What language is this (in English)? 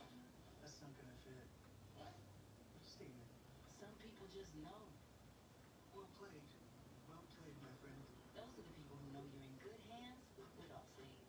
English